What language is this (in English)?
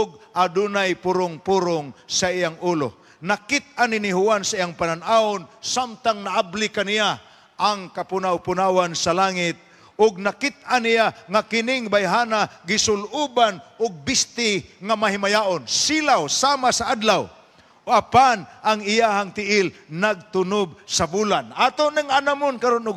Cebuano